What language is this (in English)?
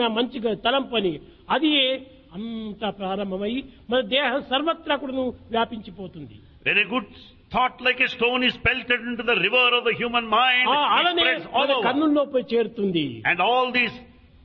Telugu